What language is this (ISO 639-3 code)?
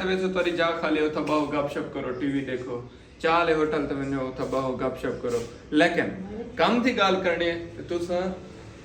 skr